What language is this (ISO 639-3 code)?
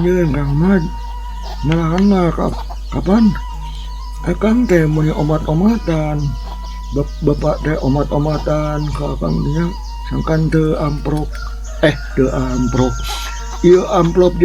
sun